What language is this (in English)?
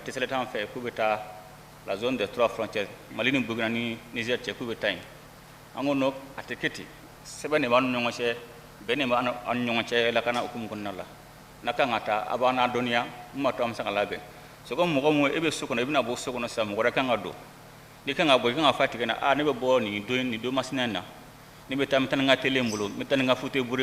Bambara